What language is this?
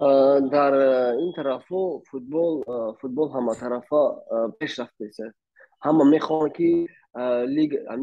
Tajik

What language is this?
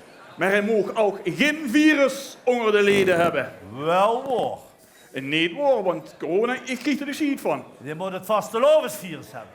Limburgish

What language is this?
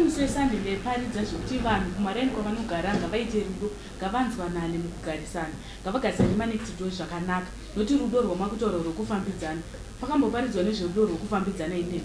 Shona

